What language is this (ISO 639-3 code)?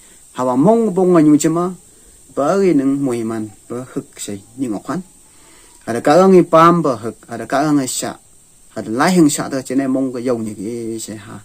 nph